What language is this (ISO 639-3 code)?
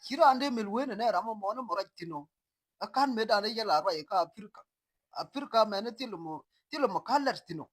nus